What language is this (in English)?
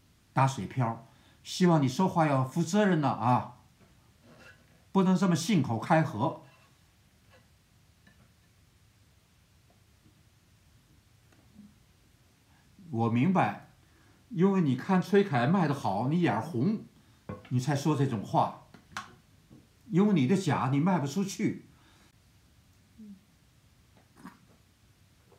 Chinese